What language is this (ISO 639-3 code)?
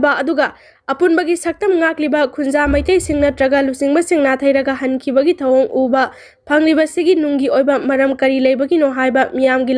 mni